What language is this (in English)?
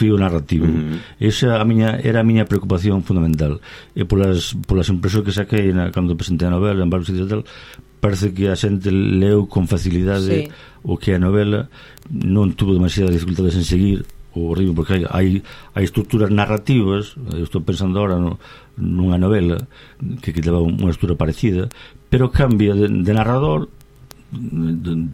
Galician